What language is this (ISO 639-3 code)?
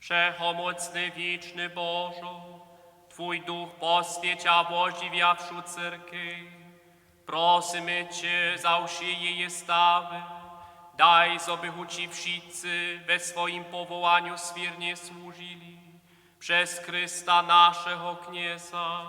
hsb